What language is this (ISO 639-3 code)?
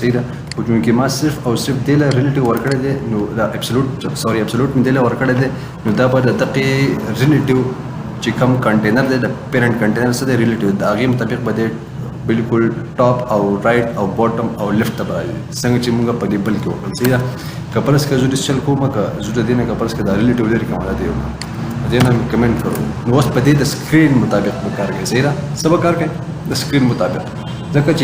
pus